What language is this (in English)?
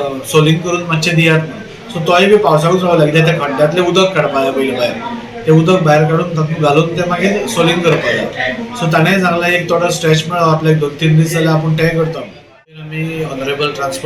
Konkani